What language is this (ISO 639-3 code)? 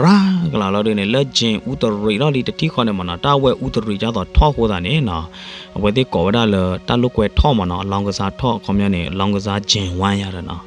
ksw